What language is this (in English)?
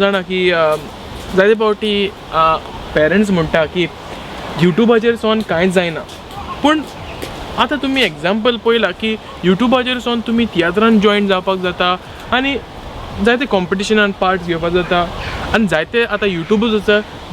Konkani